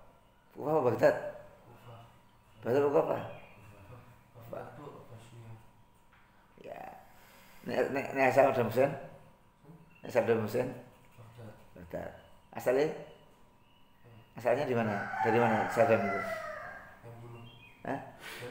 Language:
Indonesian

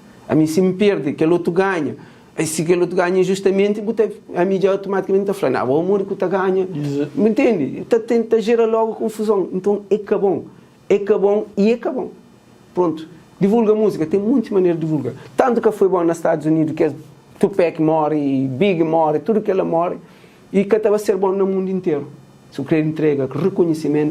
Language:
Kabuverdianu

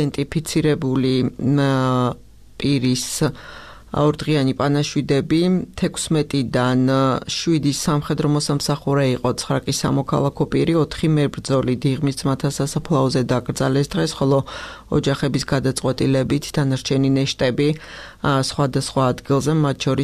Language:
Georgian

